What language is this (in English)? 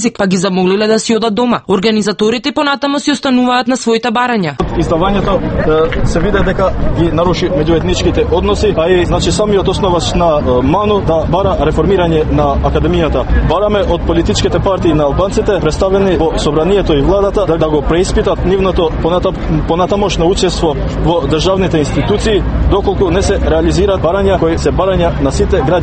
Macedonian